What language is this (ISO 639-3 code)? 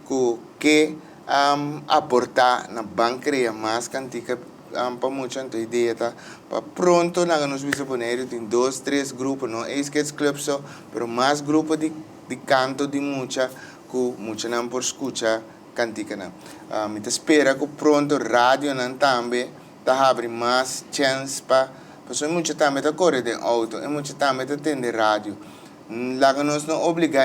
pap